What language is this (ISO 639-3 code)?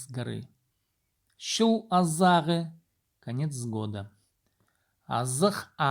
kjh